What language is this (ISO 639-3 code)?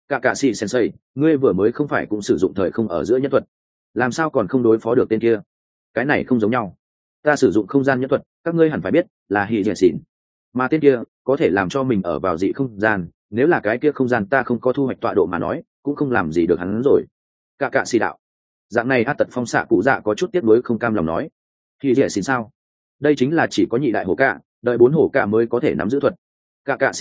vie